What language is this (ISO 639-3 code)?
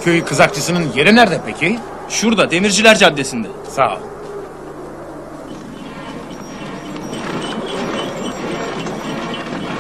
tur